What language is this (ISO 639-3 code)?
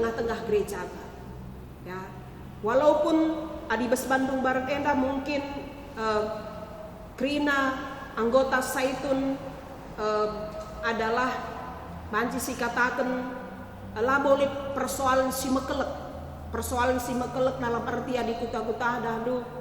btx